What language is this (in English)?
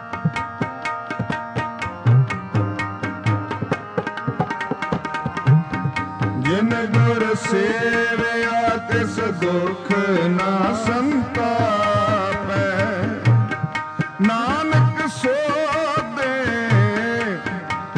Punjabi